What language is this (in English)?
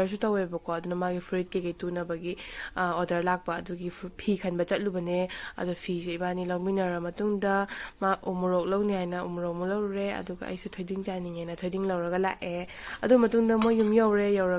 Manipuri